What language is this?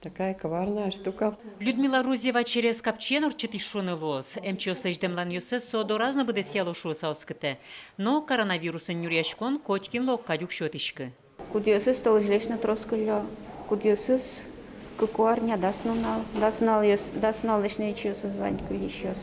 Udmurt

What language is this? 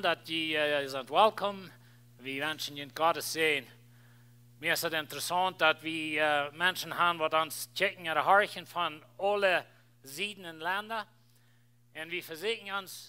Plautdietsch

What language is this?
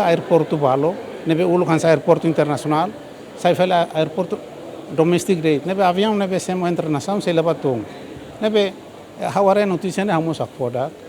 Tetum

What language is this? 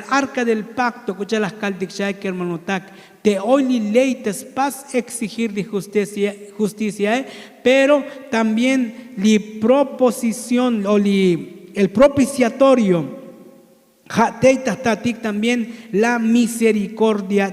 Tzotzil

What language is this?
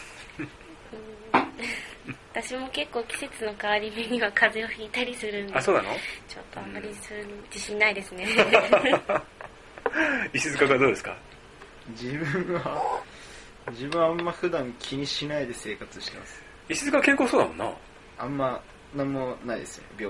Japanese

